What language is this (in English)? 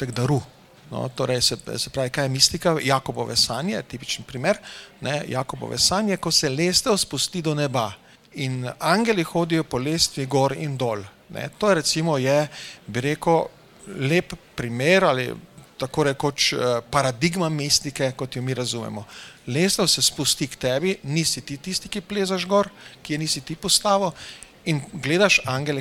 Slovenian